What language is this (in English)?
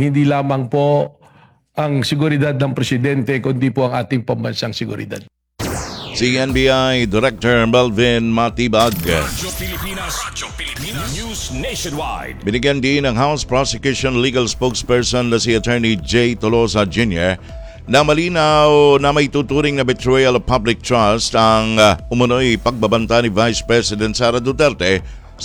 Filipino